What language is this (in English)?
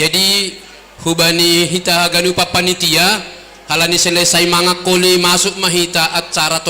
Batak Simalungun